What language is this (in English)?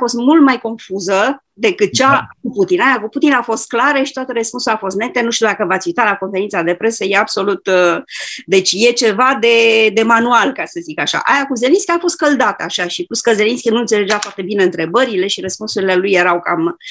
Romanian